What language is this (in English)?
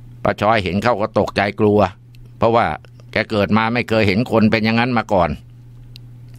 Thai